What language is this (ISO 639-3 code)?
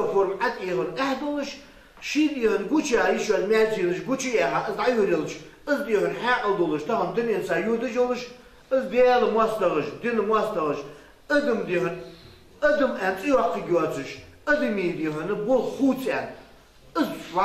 inh